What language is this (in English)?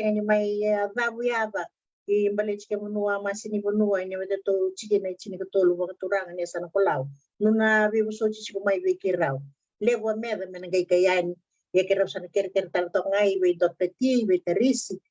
Fijian